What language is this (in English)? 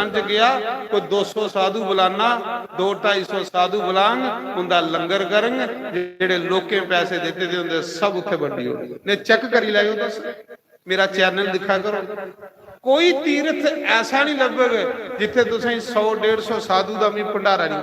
Dogri